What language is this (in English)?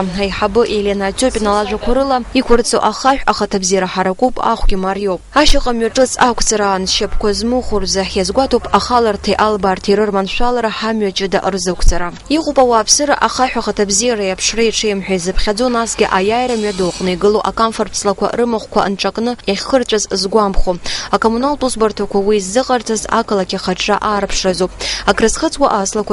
Abkhazian